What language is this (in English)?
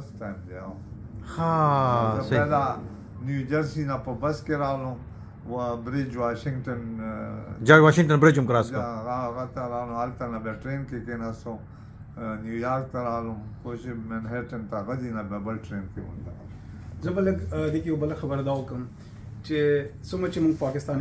Pashto